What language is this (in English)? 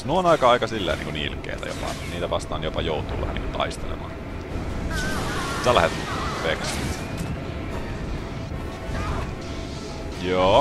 Finnish